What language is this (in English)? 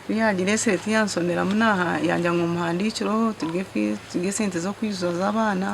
Nyankole